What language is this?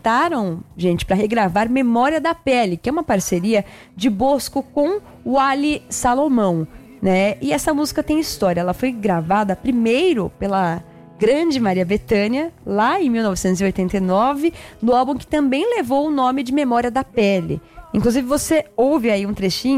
Portuguese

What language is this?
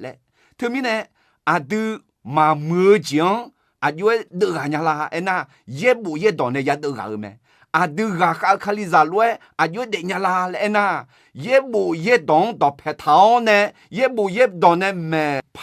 Akha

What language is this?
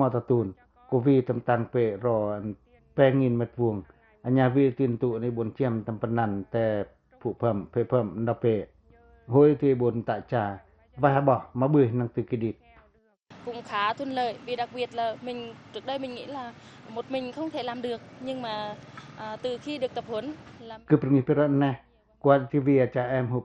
Pacoh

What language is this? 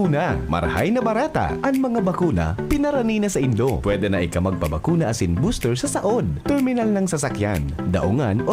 Bikol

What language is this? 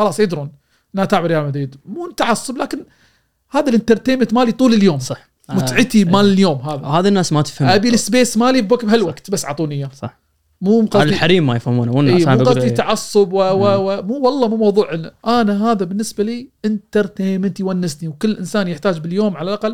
Gulf Arabic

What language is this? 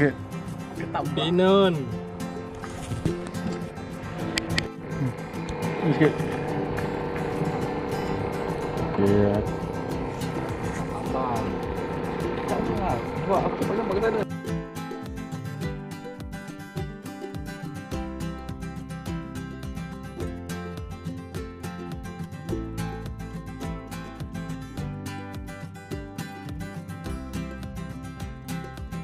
Malay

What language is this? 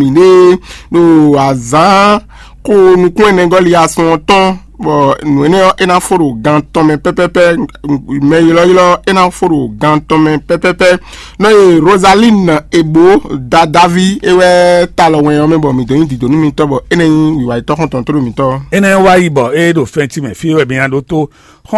Fon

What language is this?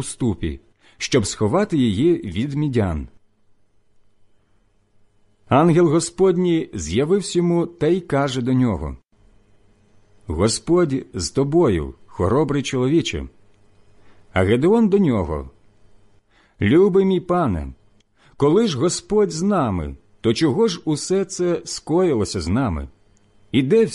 Ukrainian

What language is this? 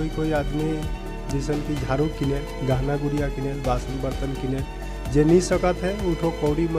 Sadri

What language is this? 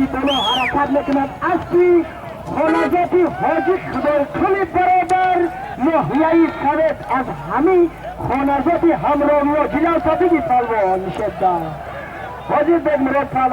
Tajik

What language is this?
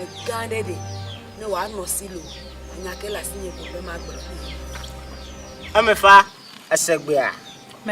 Ewe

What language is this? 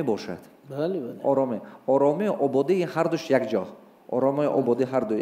Tajik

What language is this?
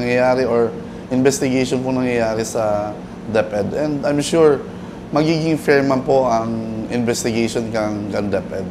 Bikol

